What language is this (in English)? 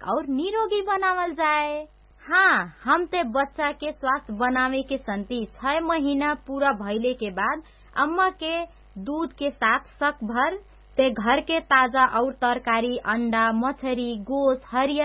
Bhojpuri